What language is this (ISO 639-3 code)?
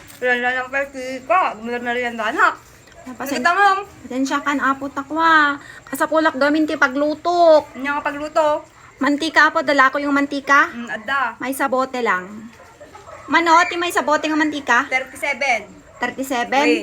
ilo